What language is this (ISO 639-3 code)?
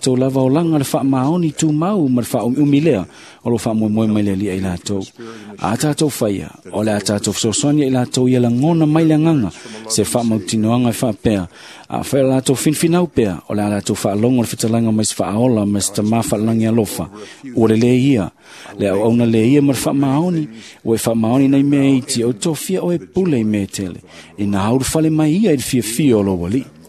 smo